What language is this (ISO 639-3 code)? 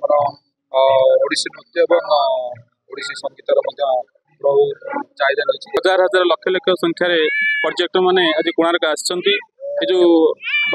ori